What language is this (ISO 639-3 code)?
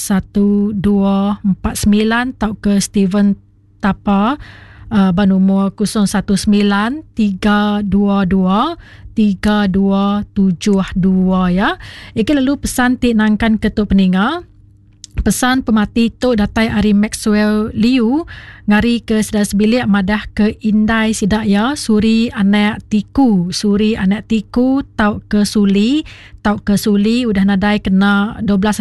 iba